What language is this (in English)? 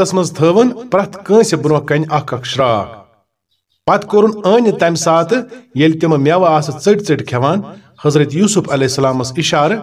Kashmiri